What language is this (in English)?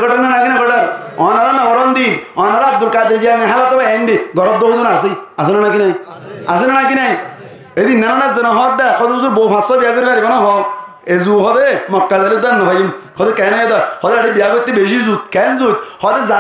Rohingya